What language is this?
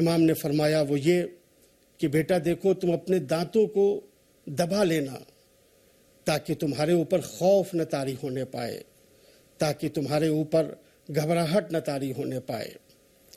Urdu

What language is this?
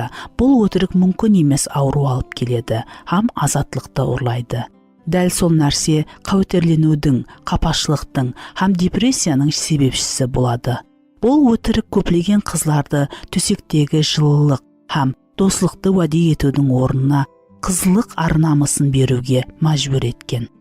Kara-Kalpak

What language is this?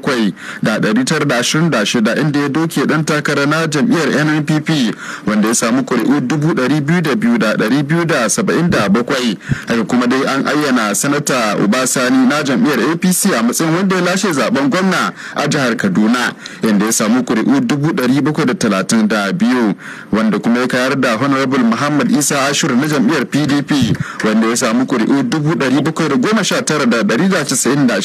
Hausa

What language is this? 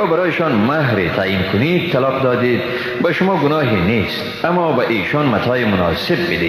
Persian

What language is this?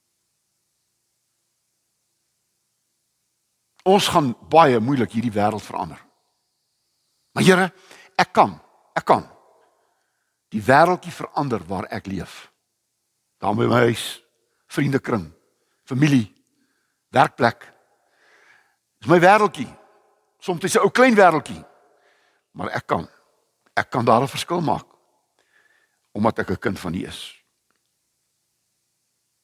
Afrikaans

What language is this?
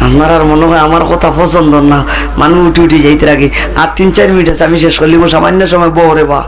Sylheti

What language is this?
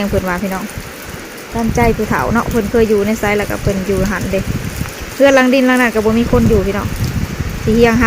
Lao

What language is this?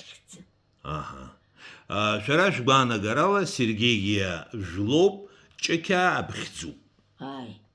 Abkhazian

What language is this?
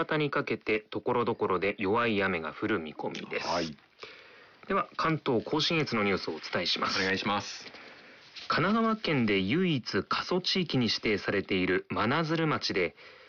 Japanese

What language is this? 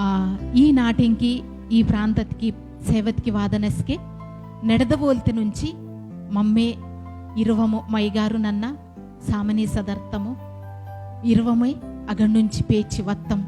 Koya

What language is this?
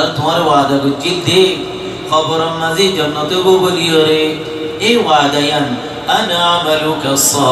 Rohingya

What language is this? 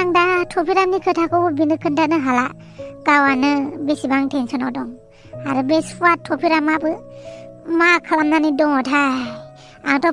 Bodo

